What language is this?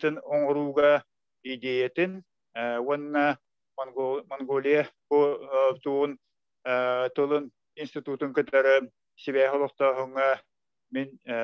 Yakut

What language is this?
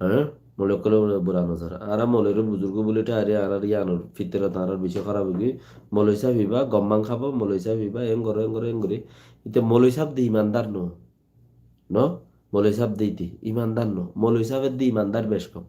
Rohingya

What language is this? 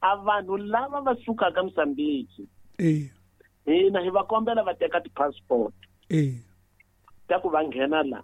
Tsonga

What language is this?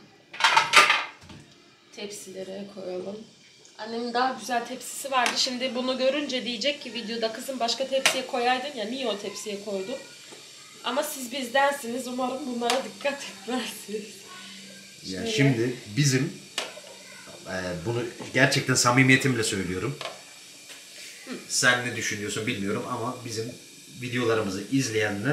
Turkish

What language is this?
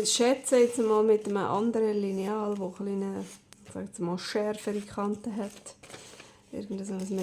Swiss German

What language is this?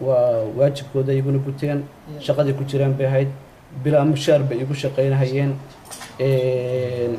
Somali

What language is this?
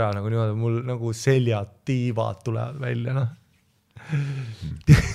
Estonian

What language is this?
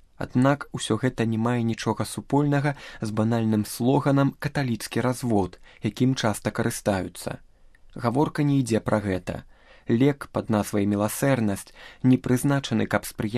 Belarusian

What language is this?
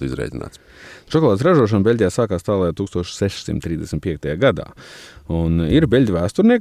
Latvian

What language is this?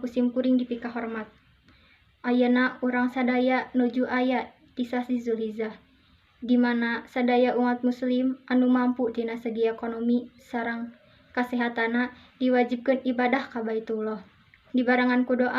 Sundanese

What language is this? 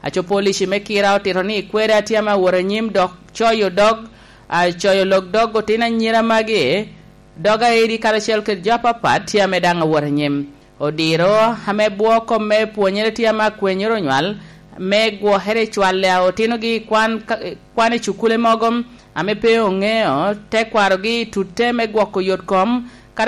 Lango (Uganda)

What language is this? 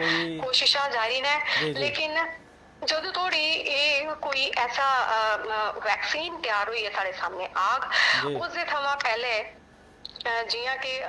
Dogri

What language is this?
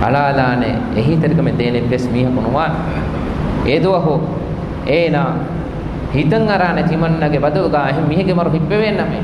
Divehi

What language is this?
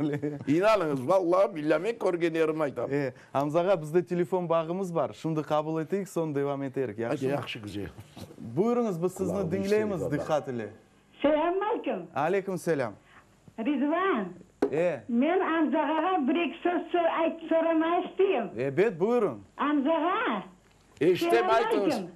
Crimean Tatar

